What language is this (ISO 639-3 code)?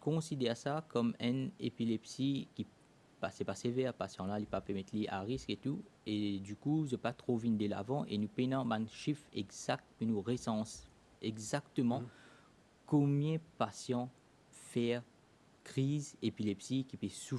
mfe